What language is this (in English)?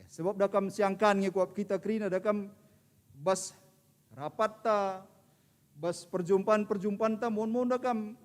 Batak Karo